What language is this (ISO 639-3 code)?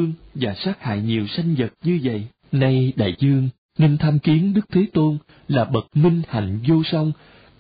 vie